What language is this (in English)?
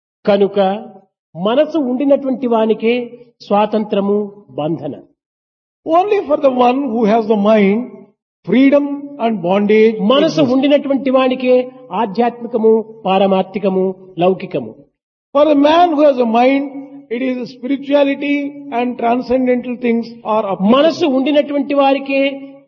Telugu